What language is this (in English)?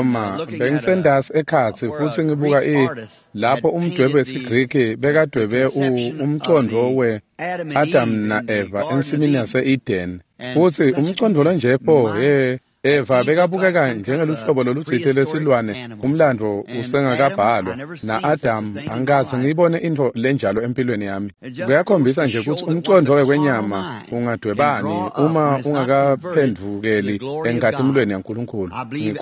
Swati